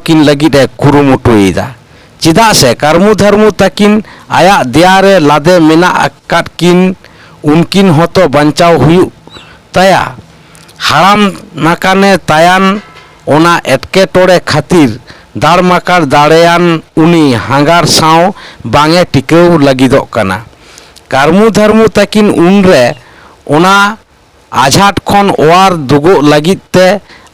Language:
Santali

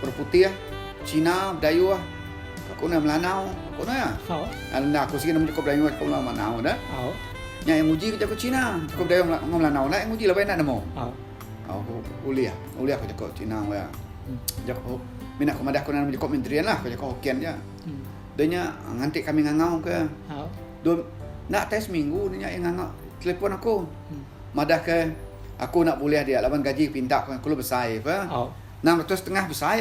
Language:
Iban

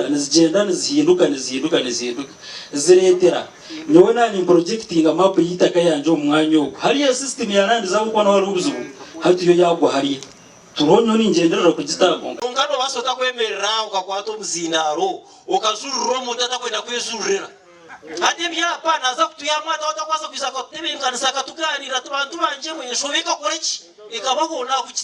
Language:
Nyankole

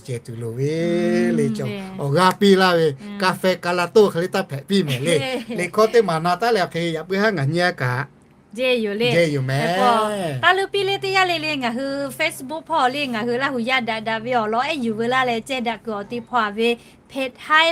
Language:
Lahu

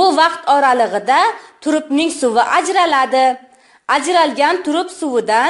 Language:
Uzbek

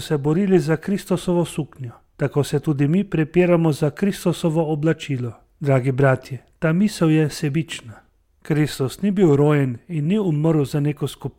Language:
Slovenian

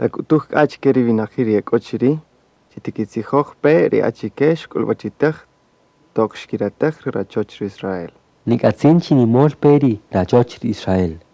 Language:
Kaqchikel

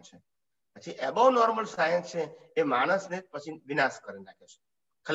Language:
Gujarati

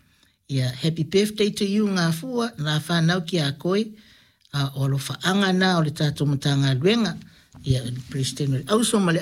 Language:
Samoan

